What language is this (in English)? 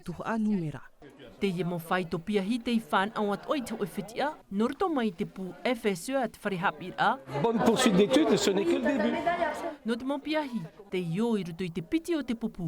Tahitian